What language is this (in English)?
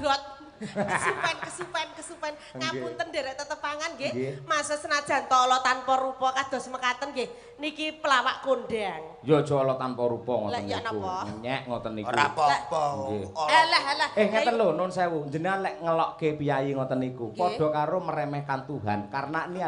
Javanese